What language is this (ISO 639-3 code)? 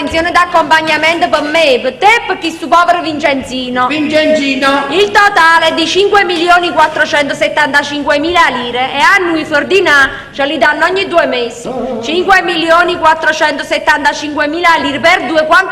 nap